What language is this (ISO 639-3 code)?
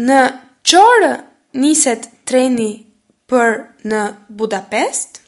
sqi